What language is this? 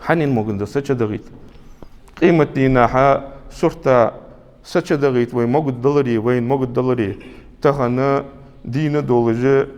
Ingush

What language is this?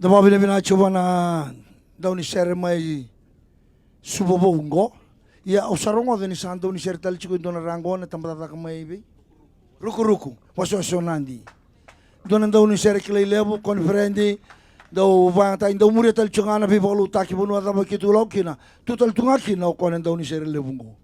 Fijian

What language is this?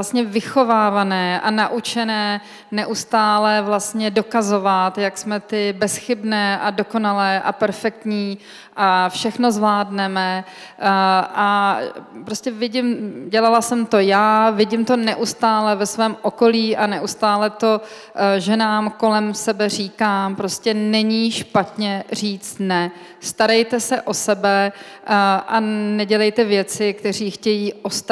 Czech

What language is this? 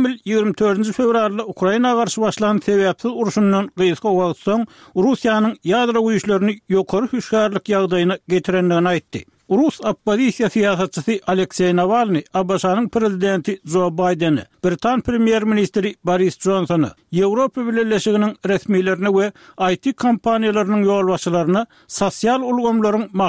Turkmen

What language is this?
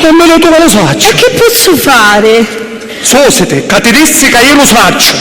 Sicilian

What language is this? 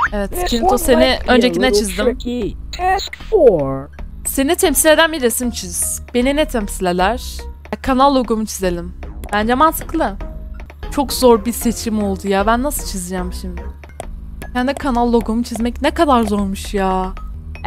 Turkish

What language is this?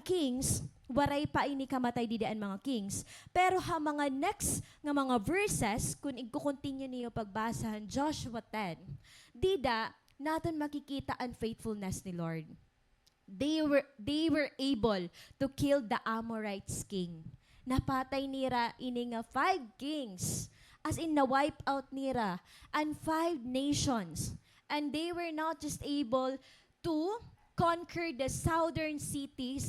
Waray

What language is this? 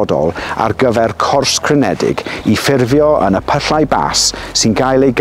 Welsh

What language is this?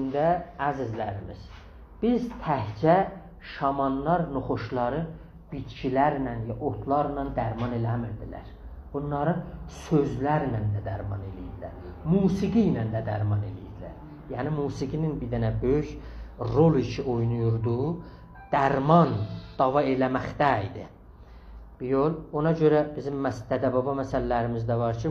South Azerbaijani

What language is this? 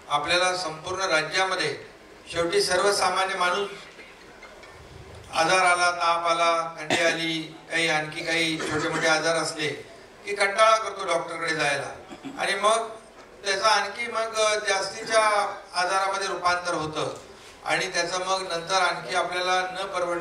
Marathi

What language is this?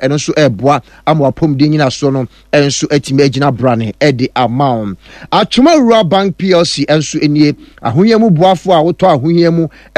Akan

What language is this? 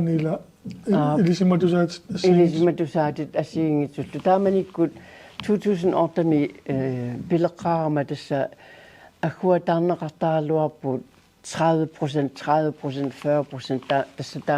Kalaallisut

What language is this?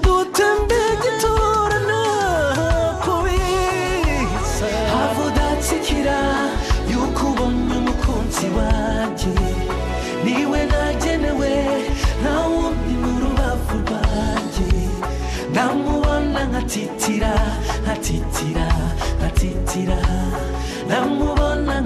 Kinyarwanda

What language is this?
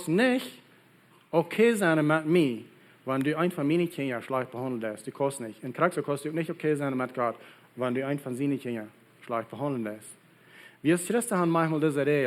Plautdietsch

